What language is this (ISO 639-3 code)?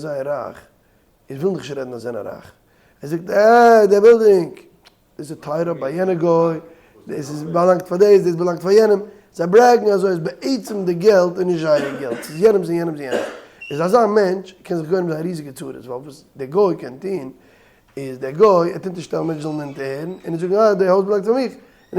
yid